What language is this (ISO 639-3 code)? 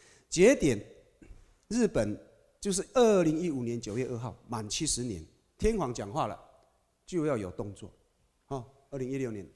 zho